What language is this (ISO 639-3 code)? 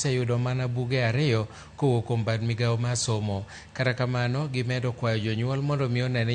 luo